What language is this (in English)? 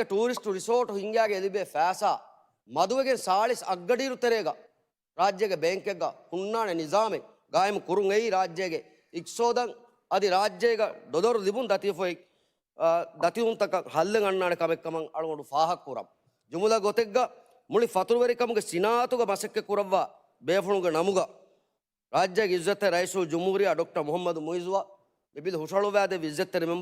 Divehi